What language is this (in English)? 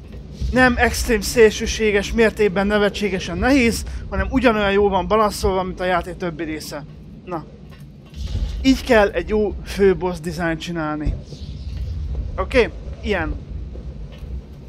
Hungarian